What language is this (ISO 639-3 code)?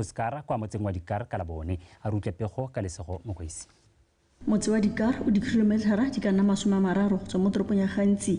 tsn